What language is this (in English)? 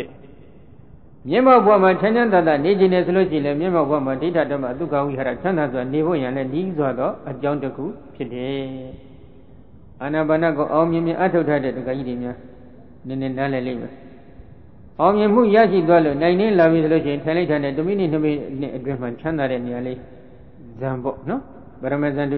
Burmese